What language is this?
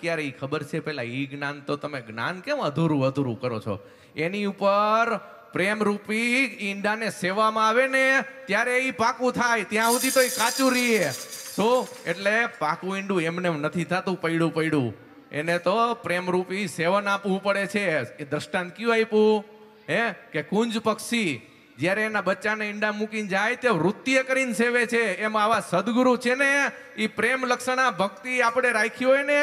Gujarati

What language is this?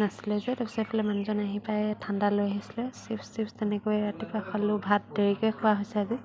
Assamese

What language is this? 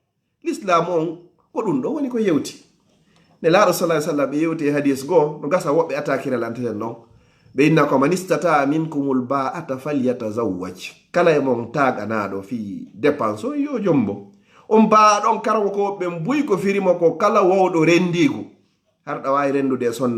Fula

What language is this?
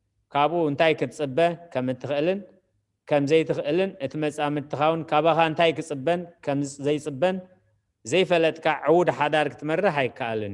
Tigrinya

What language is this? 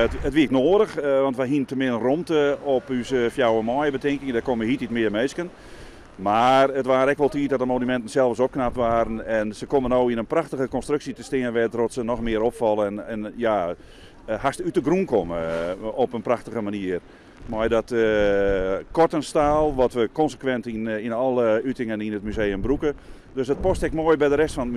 Western Frisian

